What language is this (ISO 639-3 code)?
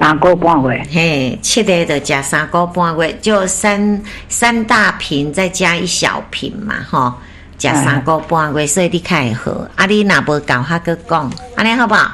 nan